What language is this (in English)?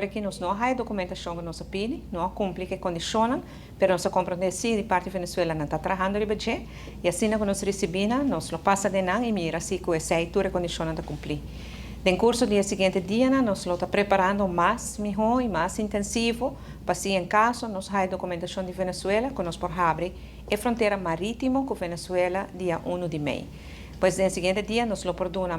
Papiamento